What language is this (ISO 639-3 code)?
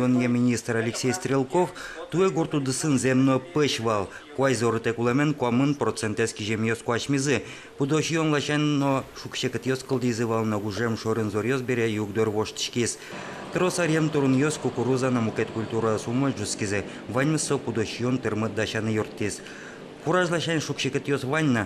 udm